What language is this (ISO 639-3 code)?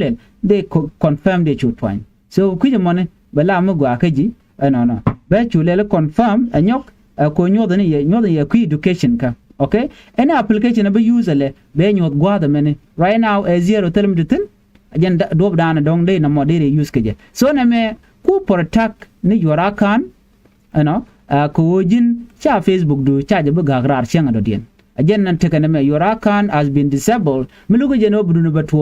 nus